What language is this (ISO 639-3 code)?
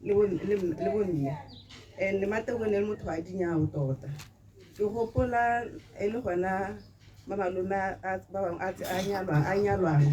tsn